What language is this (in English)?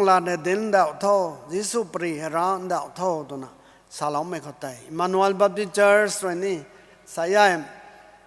Rongmei Naga